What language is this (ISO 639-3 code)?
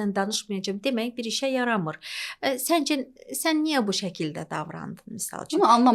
aze